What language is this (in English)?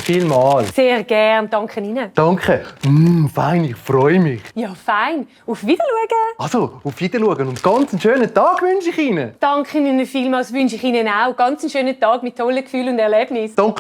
Swiss German